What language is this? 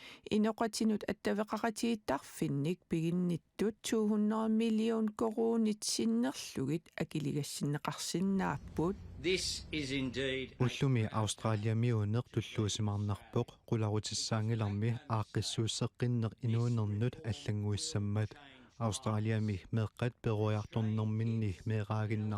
Kalaallisut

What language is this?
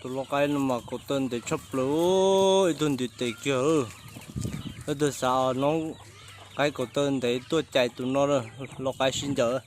Hmong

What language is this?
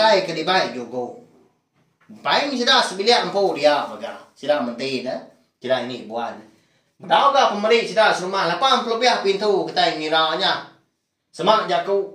Iban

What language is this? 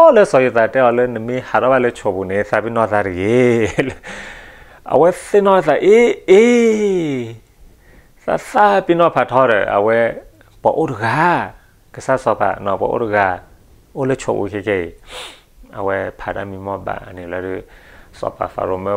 S'gaw Karen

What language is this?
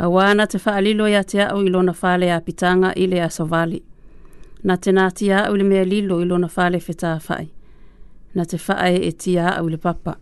Samoan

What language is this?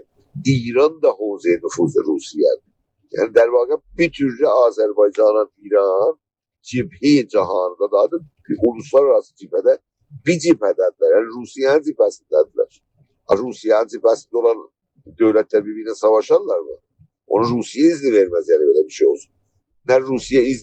South Azerbaijani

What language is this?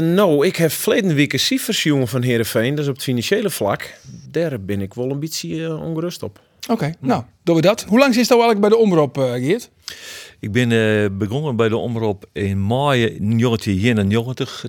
Western Frisian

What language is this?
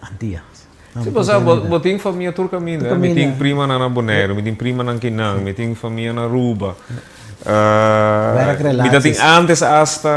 Papiamento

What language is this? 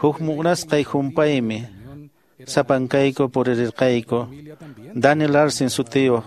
Quechua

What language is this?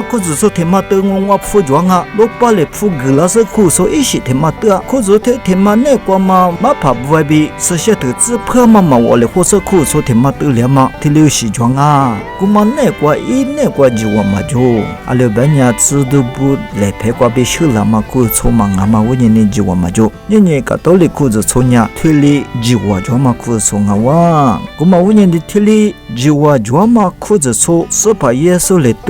Lisu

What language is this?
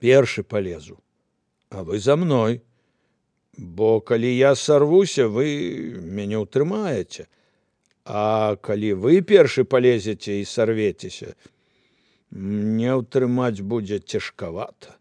Belarusian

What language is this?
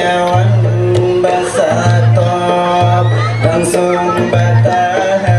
Banjar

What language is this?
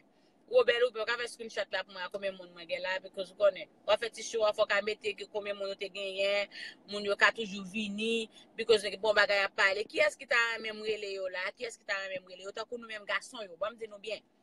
Haitian Creole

